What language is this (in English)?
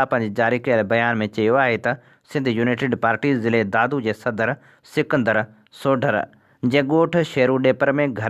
Sindhi